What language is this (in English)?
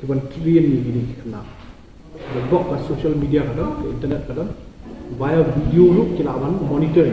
Khasi